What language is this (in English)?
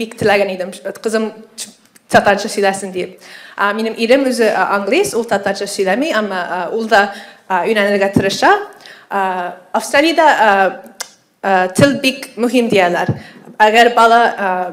Tatar